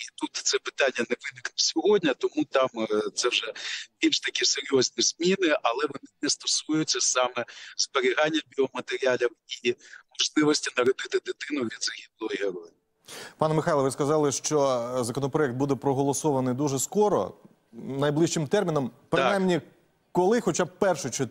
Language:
Ukrainian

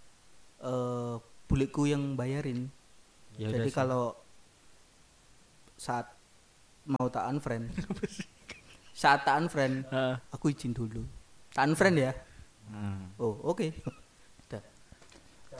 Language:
Indonesian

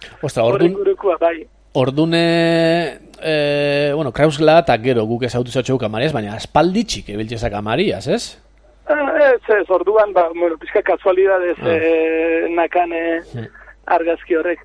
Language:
Basque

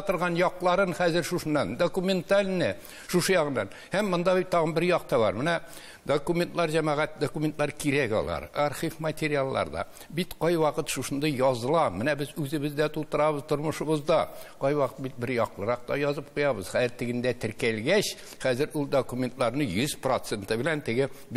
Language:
Tatar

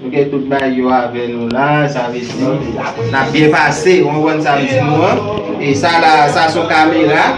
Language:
Haitian Creole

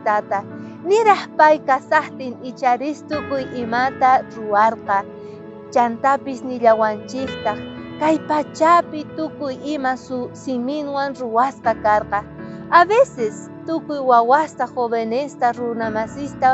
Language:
South Bolivian Quechua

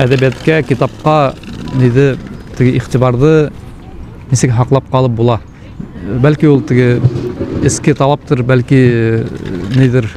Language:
Bashkir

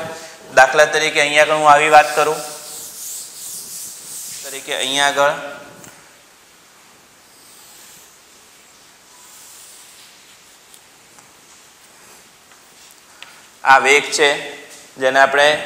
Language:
Gujarati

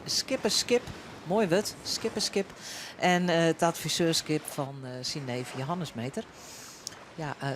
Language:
Western Frisian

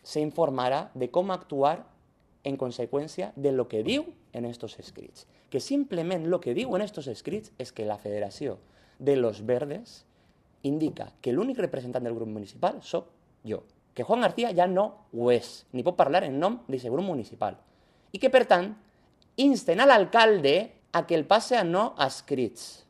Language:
Catalan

